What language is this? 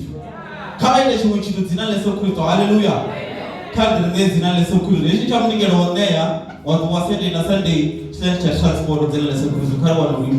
Venda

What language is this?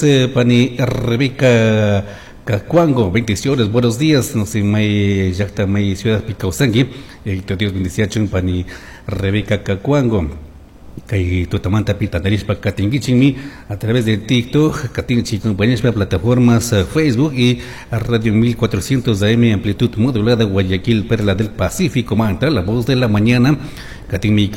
Chimborazo Highland Quichua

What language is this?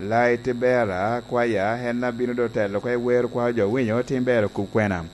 Lango (Uganda)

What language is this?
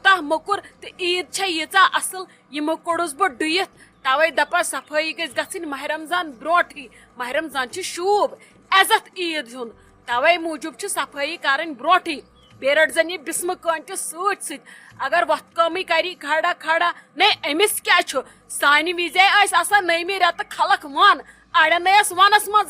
Kashmiri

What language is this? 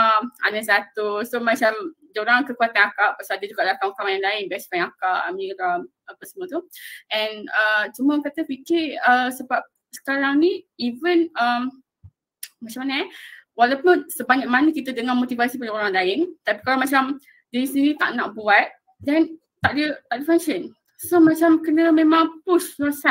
Malay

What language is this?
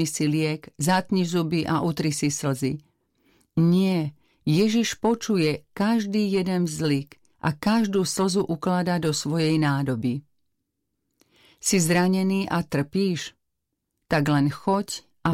Slovak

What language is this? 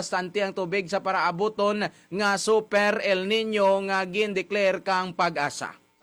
Hiligaynon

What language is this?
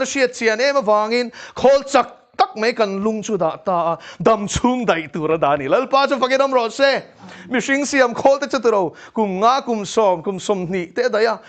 Mizo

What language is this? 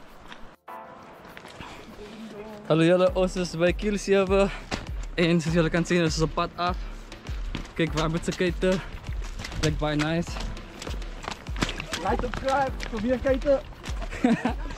Afrikaans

